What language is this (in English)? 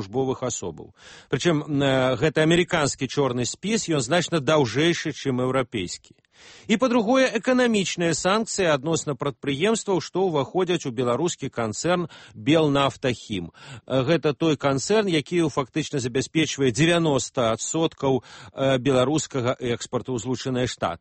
Belarusian